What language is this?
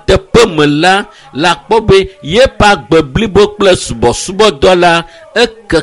Ewe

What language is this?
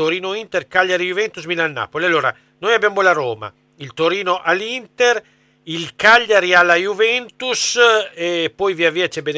Italian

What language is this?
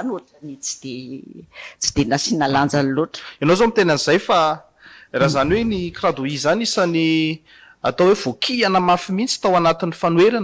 Malagasy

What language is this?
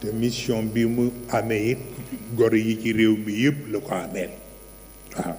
Wolof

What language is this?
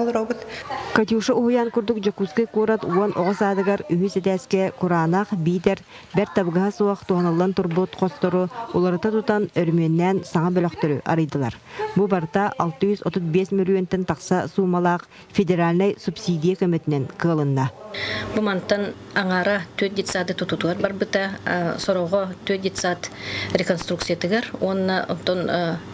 Yakut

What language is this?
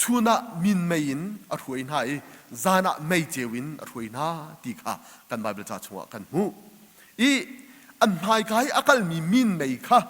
Hakha Chin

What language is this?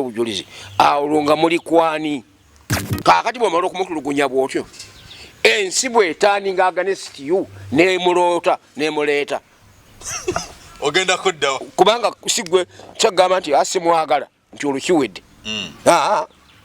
Ganda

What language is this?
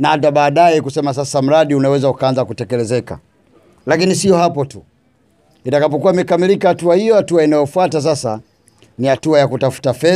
Swahili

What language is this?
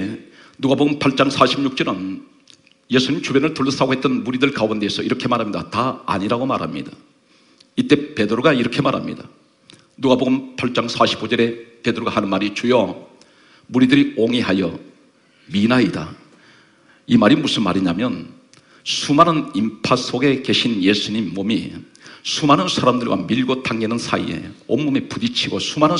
Korean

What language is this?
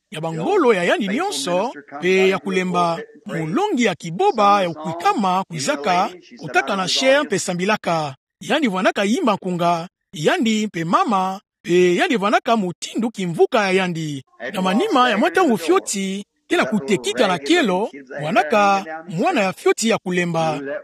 Kituba (Democratic Republic of Congo)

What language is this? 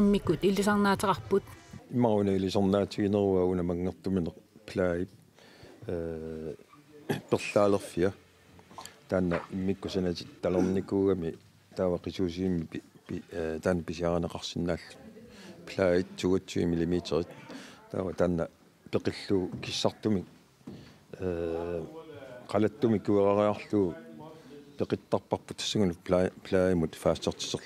Kalaallisut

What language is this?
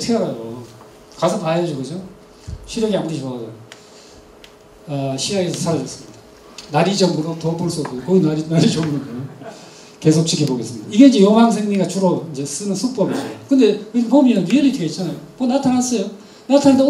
Korean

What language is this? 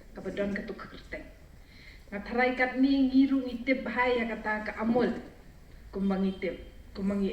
Pnar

